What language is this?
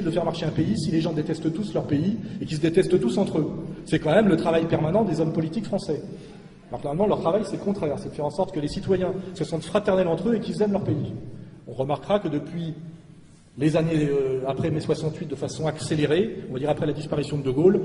French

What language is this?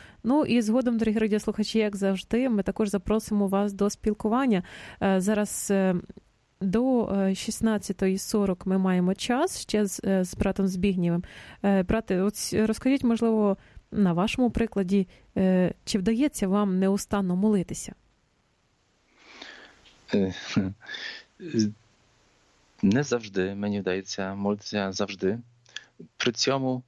Ukrainian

